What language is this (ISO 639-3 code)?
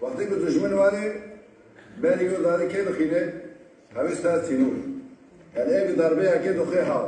kur